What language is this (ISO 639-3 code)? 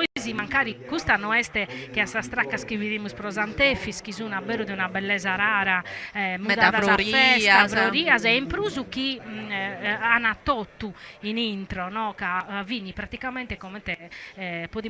srd